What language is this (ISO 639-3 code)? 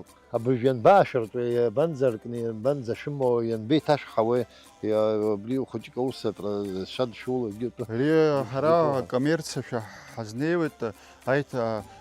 abk